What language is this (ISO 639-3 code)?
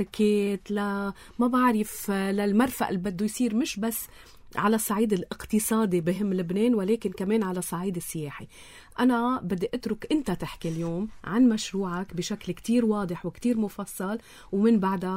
apc